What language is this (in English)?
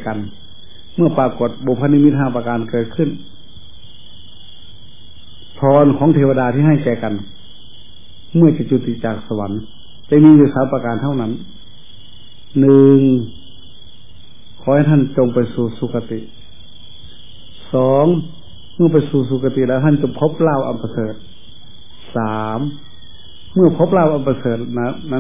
Thai